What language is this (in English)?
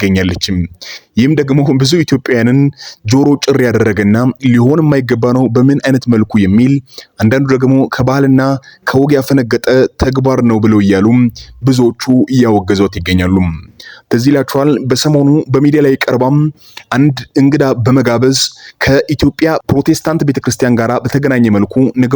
Amharic